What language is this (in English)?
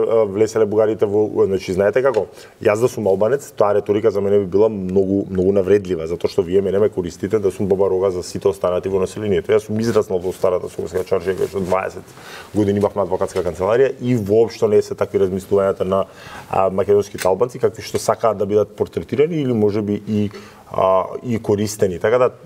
Macedonian